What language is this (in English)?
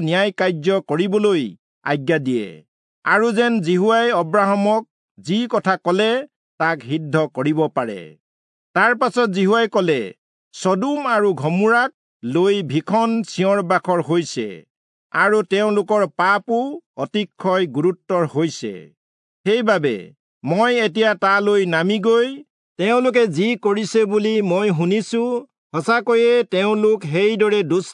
Assamese